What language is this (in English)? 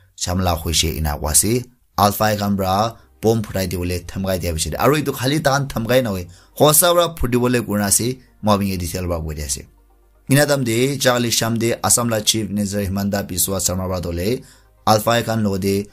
Naga Pidgin